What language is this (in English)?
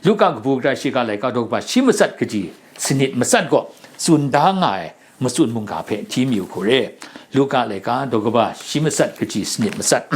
Kachin